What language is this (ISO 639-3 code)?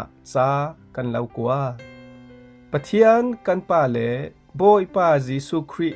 cfm